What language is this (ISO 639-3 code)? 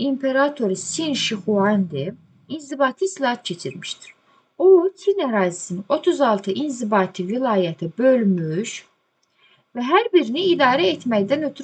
aze